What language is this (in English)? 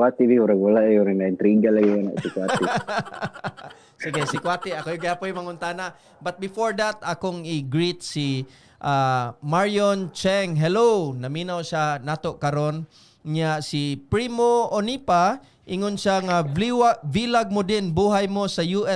Cebuano